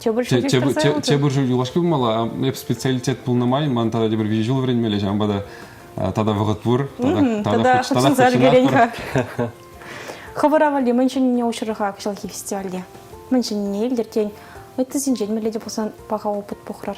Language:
Chuvash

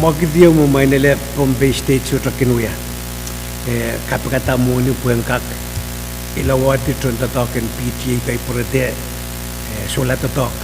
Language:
Pohnpeian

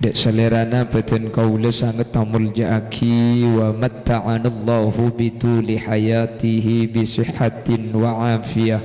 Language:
Madurese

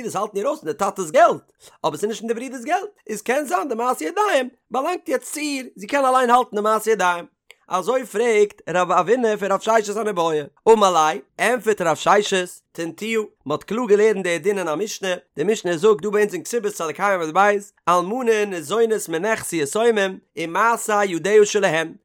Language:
Yiddish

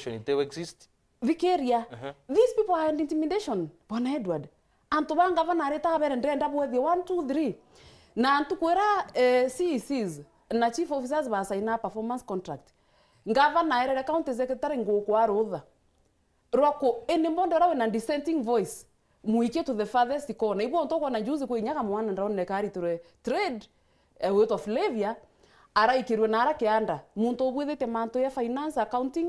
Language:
Meru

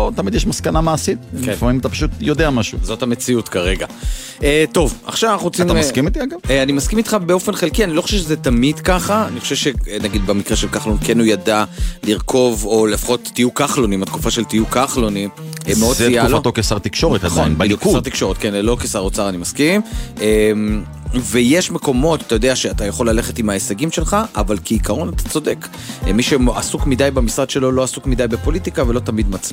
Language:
Hebrew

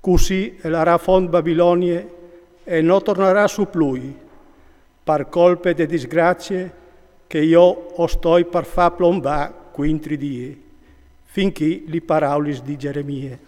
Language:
Friulian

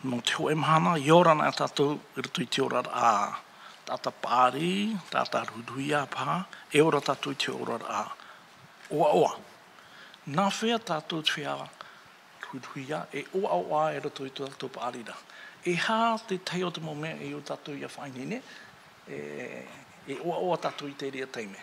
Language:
Tahitian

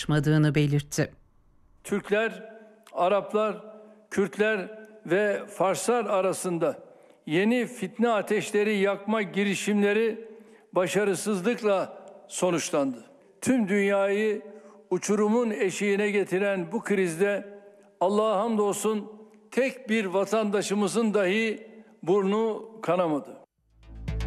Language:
Turkish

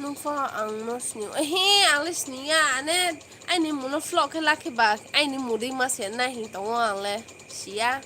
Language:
Kok Borok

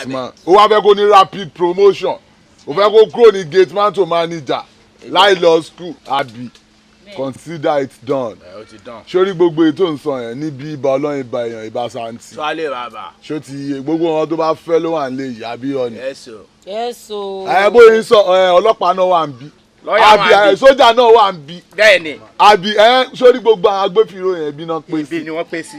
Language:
Yoruba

